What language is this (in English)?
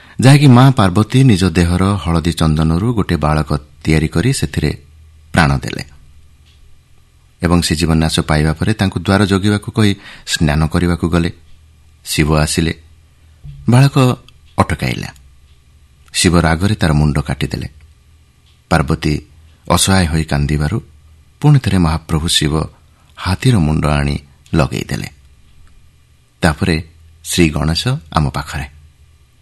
Odia